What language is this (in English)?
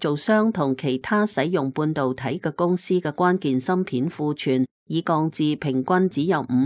Cantonese